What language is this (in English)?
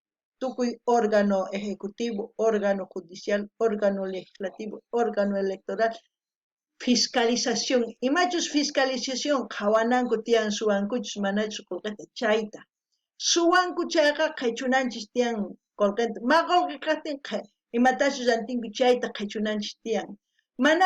South Bolivian Quechua